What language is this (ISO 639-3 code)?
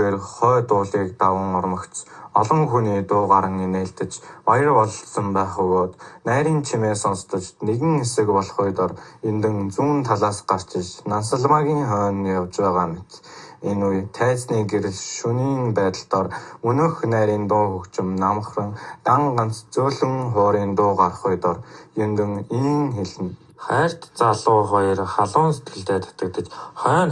mon